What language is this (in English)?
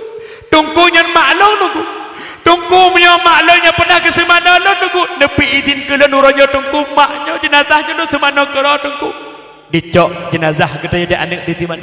Achinese